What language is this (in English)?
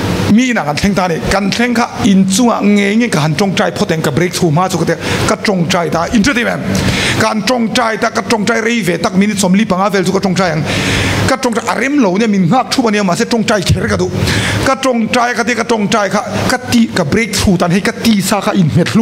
Mizo